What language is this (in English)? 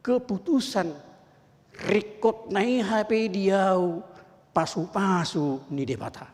Batak Toba